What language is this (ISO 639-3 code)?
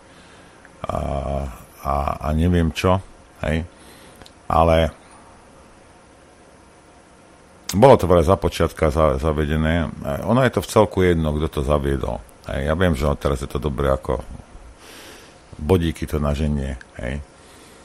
slk